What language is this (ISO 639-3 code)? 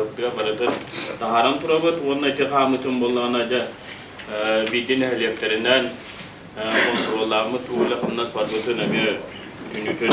sah